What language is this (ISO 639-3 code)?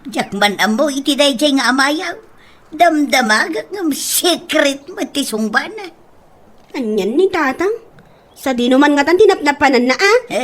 ilo